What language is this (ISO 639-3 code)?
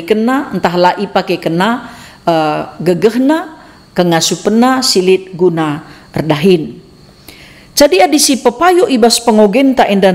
btx